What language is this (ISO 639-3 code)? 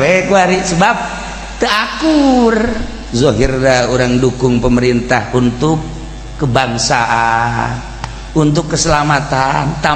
sun